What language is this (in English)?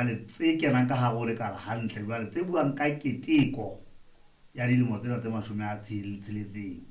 Southern Sotho